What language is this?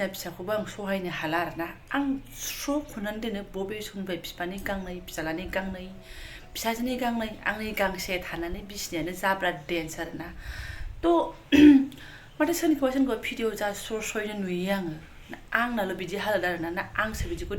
Bodo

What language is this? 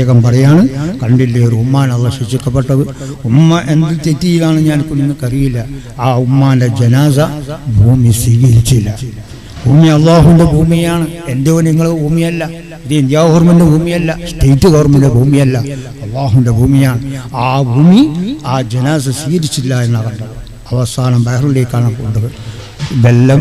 Malayalam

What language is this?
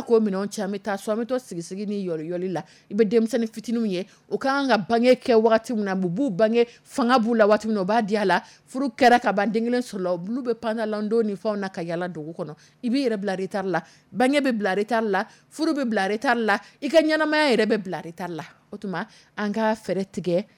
Dyula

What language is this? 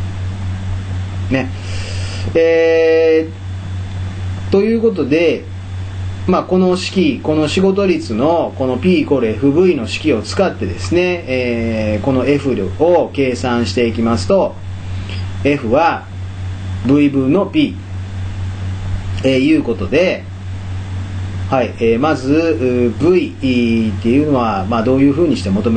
Japanese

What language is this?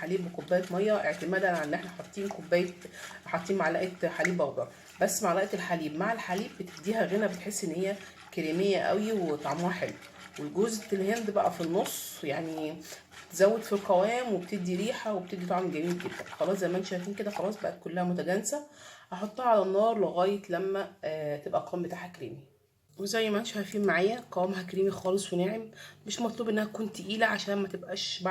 Egyptian Arabic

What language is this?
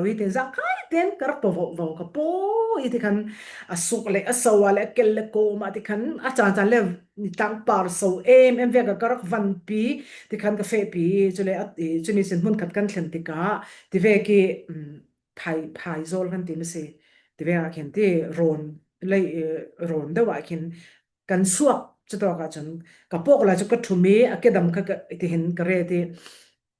Falam Chin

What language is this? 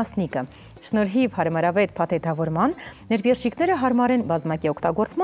Armenian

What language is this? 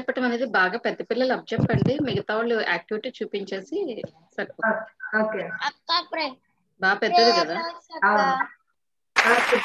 Telugu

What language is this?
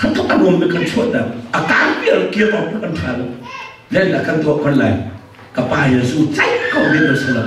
Hakha Chin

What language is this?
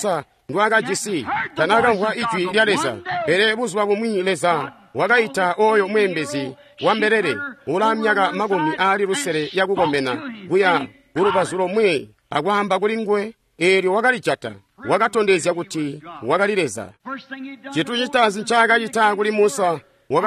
Tonga (Zambia)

